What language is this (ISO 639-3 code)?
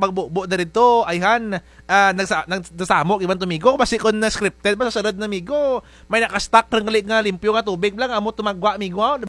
krj